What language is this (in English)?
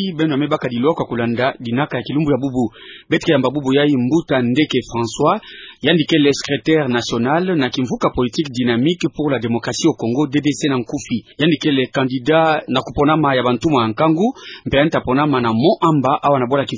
Kituba (Democratic Republic of Congo)